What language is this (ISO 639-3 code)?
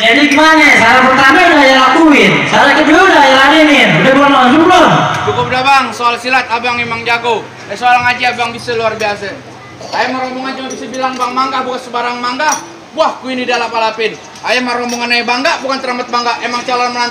bew